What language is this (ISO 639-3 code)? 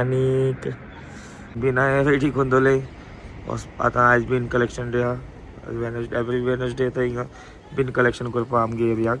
kok